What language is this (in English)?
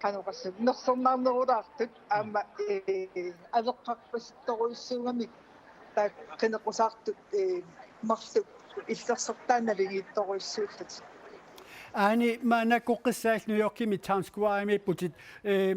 Kalaallisut